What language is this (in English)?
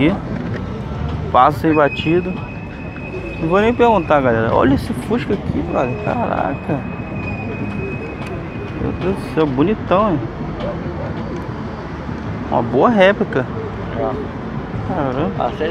Portuguese